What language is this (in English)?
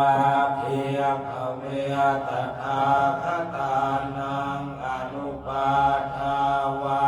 Pali